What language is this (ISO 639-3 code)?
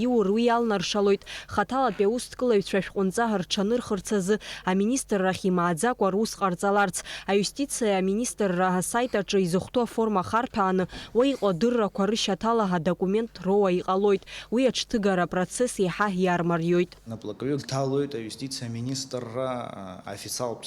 abk